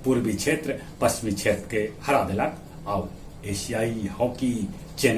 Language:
Magahi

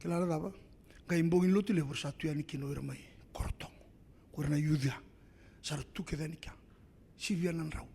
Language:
Fijian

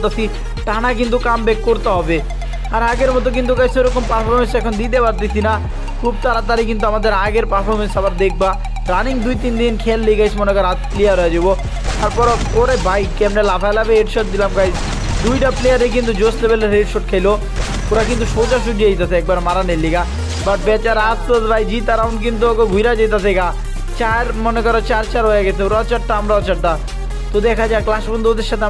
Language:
Bangla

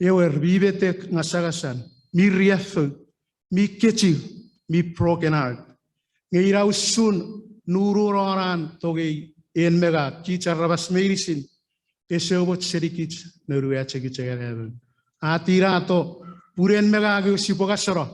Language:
Chuukese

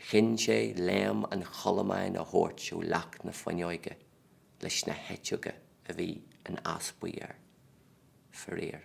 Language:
Irish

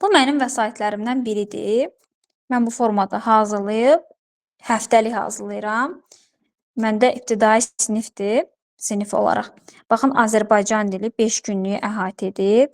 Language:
Azerbaijani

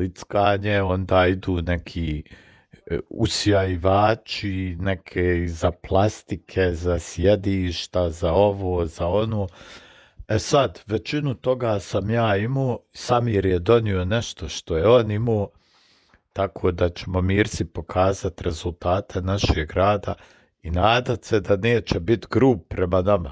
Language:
Bosnian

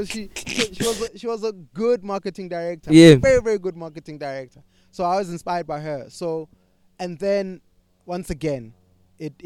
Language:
English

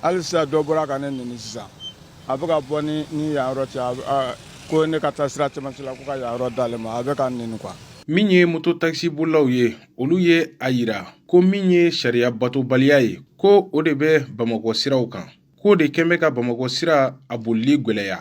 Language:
Bambara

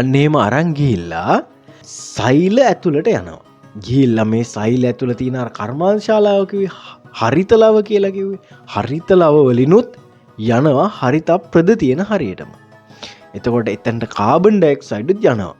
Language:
Sinhala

